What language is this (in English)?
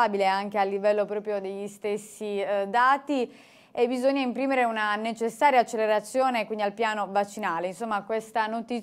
Italian